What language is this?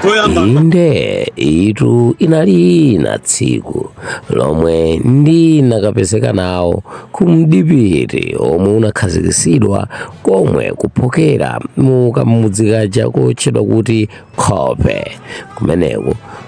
Nyanja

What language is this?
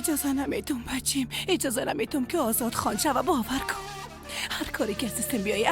Persian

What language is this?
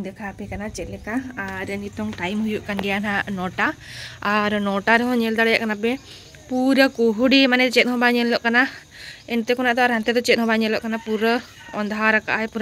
Santali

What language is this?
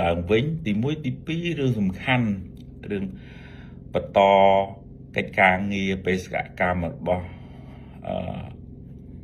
Khmer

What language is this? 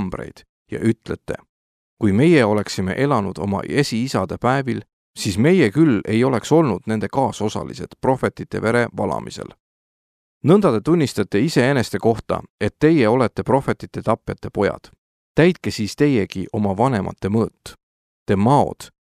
Estonian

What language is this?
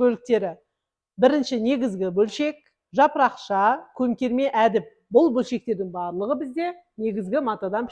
Kazakh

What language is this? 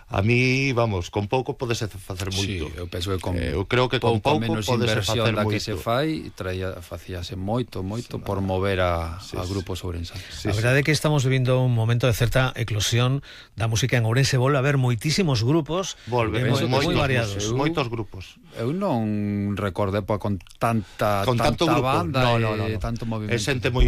Galician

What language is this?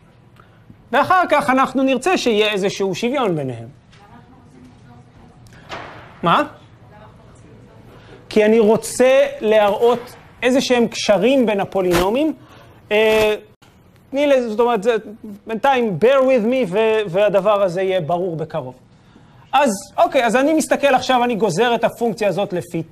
Hebrew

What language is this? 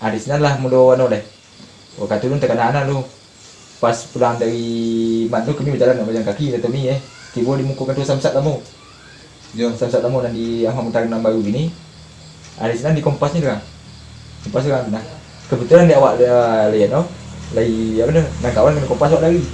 Minangkabau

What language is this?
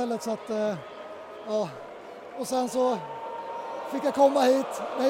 Swedish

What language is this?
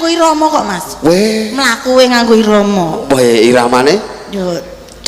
Javanese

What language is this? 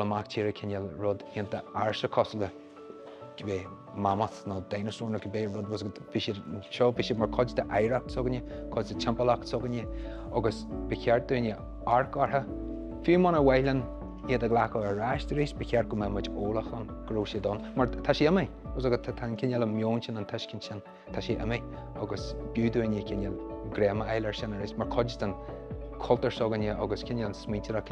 Irish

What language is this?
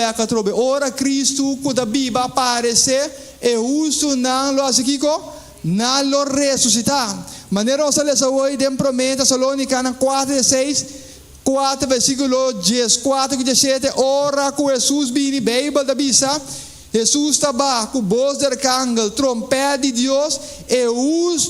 Papiamento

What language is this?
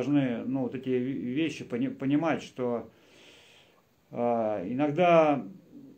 Russian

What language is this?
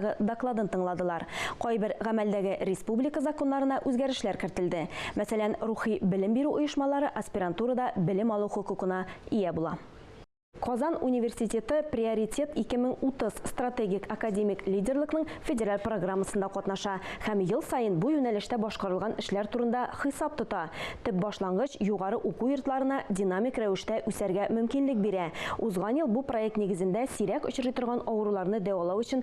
Tatar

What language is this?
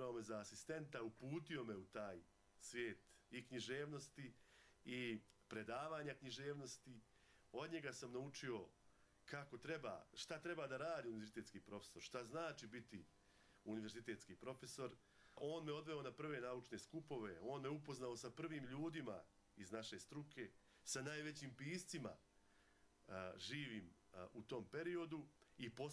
Bosnian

